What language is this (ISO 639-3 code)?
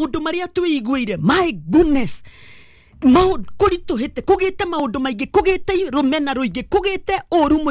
kik